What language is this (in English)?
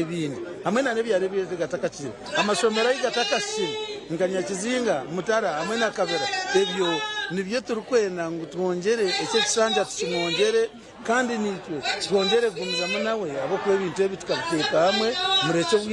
Nyankole